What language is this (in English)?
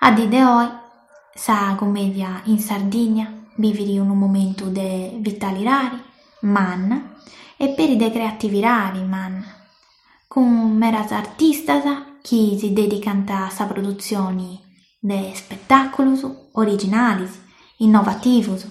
Sardinian